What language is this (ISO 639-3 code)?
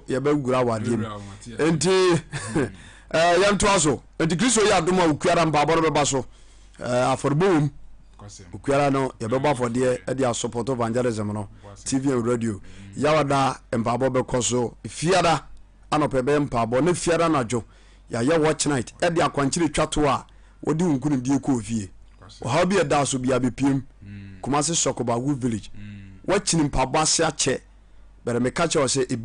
aka